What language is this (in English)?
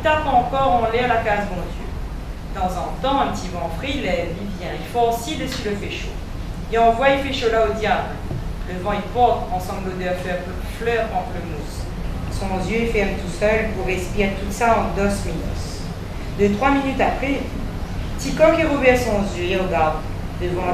Réunion Creole French